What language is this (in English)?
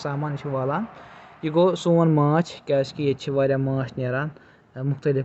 Kashmiri